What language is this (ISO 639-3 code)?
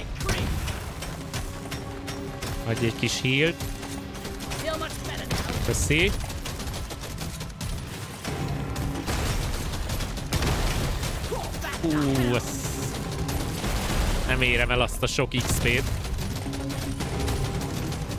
hun